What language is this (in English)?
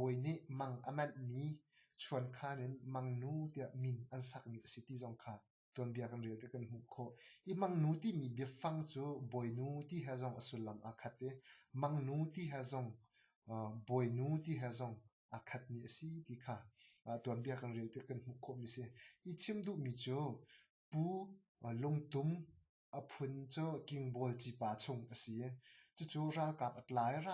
Hakha Chin